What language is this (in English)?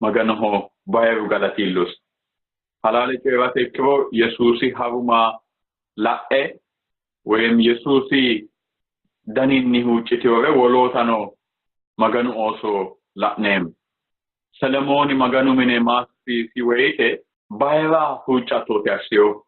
Sidamo